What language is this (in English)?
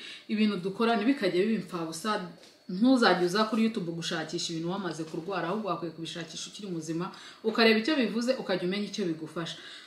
Kinyarwanda